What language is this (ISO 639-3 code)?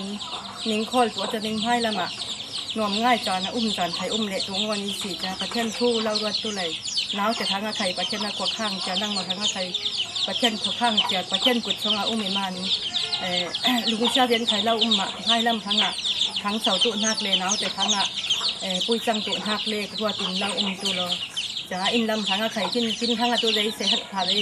cfm